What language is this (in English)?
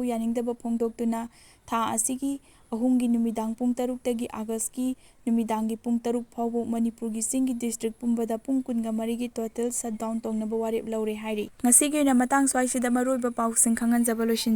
Manipuri